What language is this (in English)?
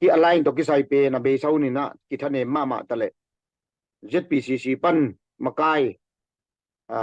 Tedim Chin